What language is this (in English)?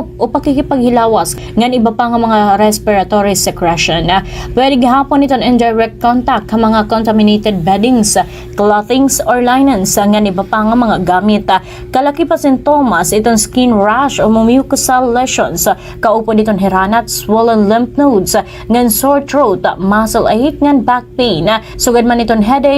Waray